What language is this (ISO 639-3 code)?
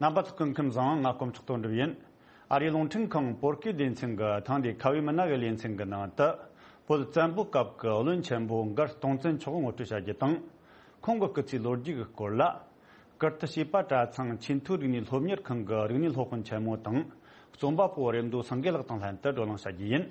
bod